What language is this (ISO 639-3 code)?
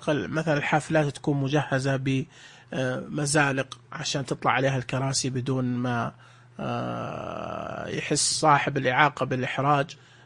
ars